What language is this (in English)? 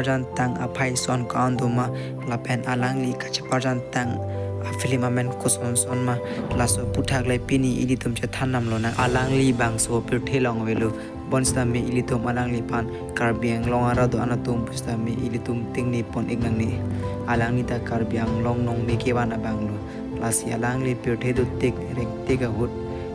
Karbi